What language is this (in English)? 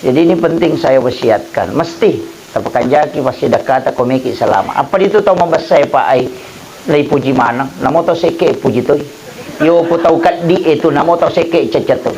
Buginese